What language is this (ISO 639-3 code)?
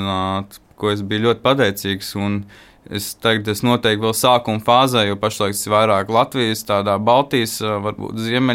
lav